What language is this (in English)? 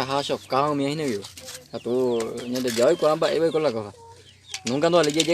Guarani